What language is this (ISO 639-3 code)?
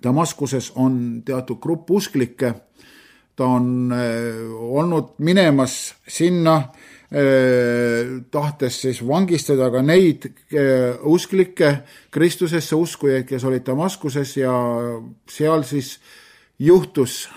est